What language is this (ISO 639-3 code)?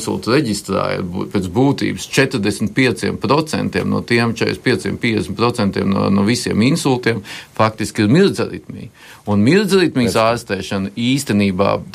lav